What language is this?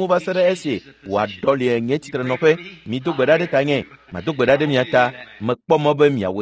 Ewe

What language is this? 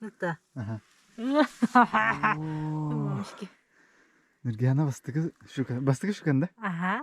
Yakut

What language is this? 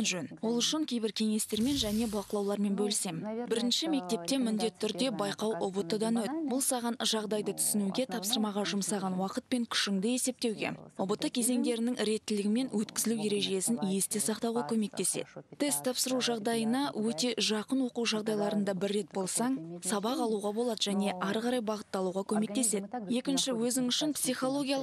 Kazakh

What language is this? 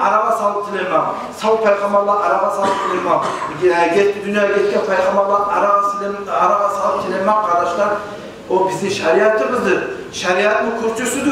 Kumyk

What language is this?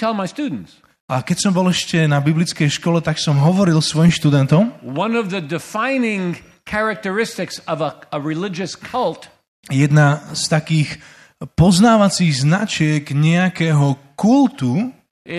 Slovak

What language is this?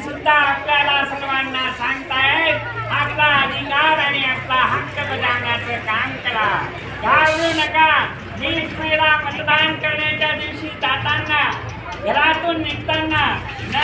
Marathi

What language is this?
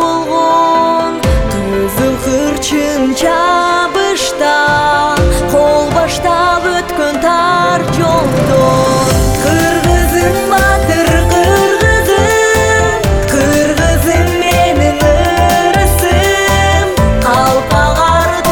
Kyrgyz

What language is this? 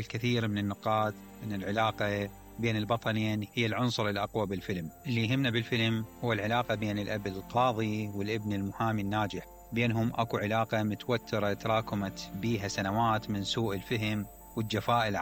Mesopotamian Arabic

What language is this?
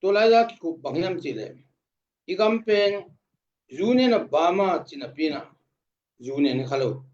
Tedim Chin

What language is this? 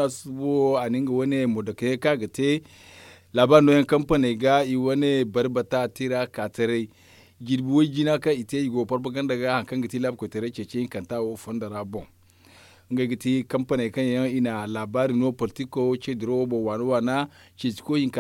Zarma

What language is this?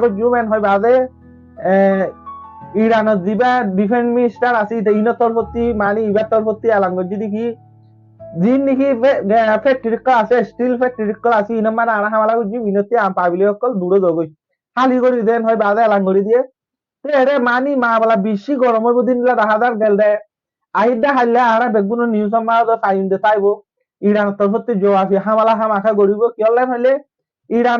Rohingya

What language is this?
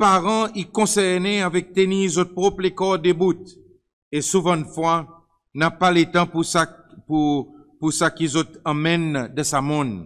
Seselwa Creole French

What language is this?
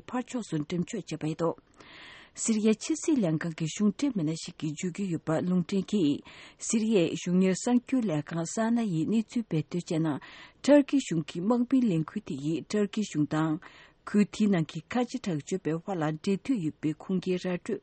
Tibetan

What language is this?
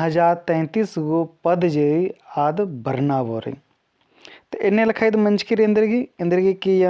Kurukh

